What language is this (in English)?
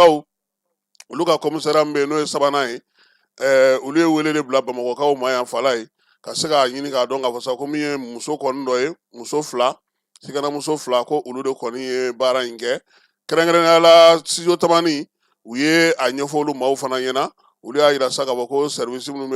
Bambara